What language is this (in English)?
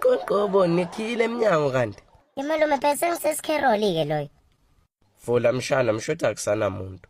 Zulu